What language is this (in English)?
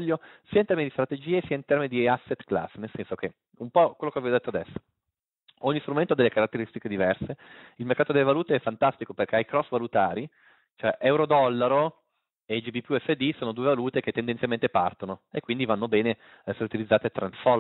Italian